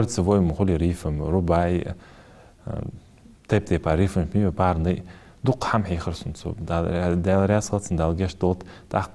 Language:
Ingush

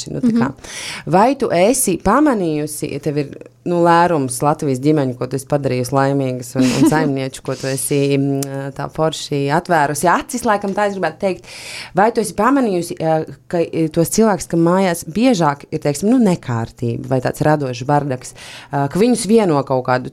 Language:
Latvian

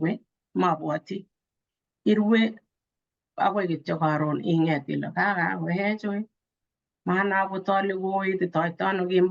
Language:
Kalenjin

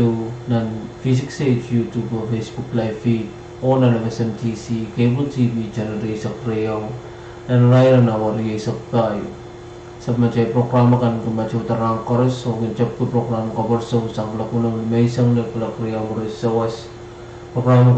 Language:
Pohnpeian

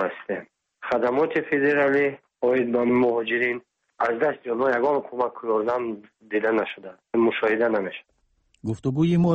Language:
Persian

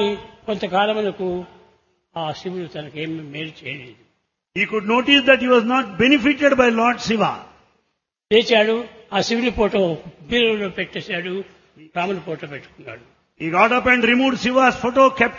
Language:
Telugu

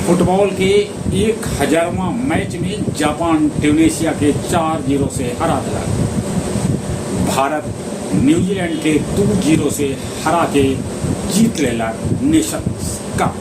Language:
Magahi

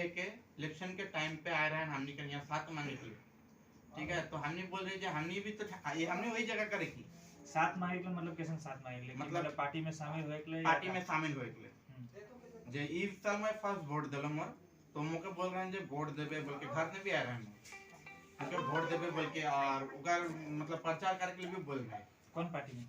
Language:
Sadri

